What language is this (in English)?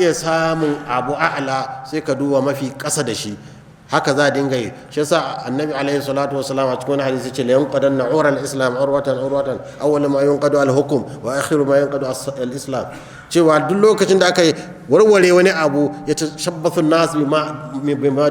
Hausa